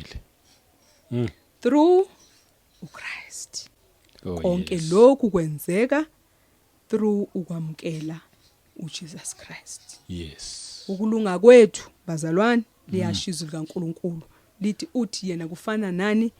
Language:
Zulu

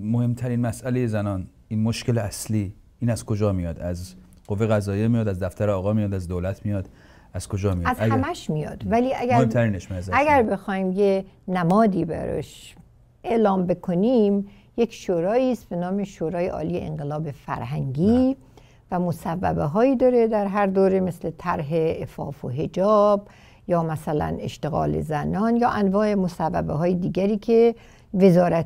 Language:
Persian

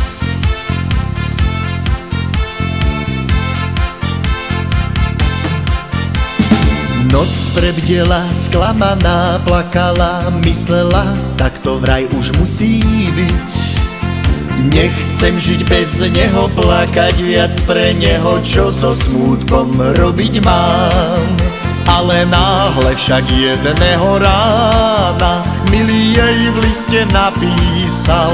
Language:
Slovak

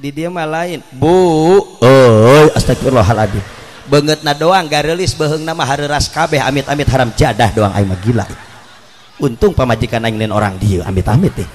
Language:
Sundanese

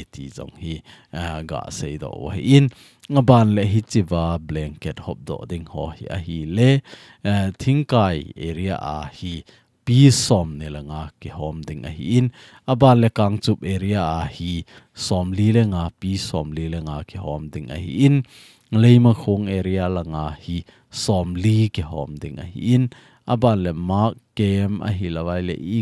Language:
Thado Chin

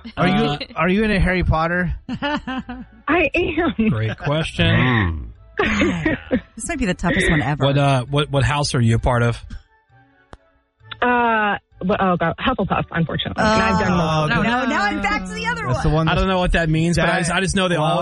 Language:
English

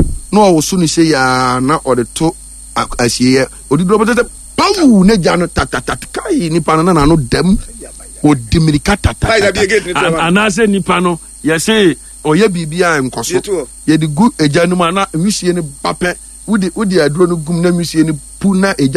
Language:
Akan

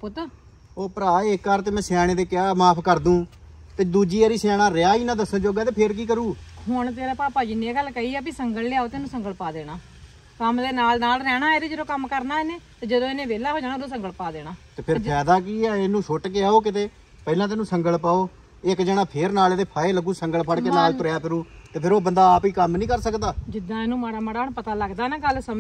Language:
Punjabi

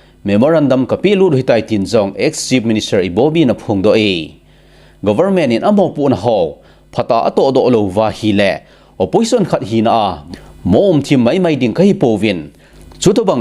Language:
Thado Chin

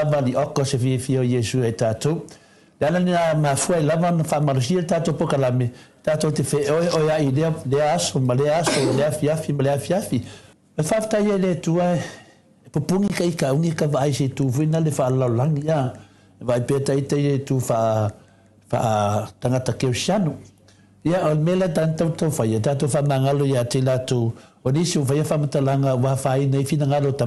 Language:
Samoan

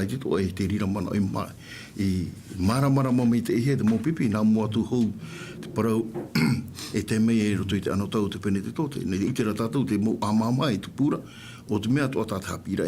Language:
Tahitian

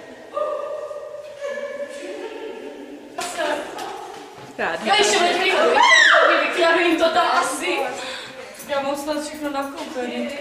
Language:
Czech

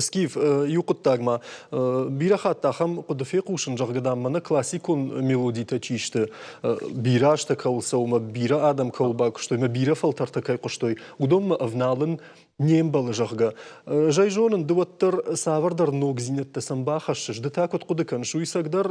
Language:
Ossetic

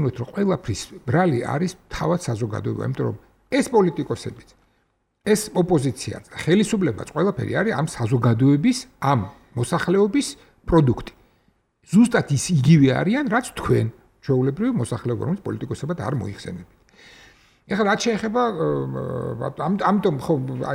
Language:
Georgian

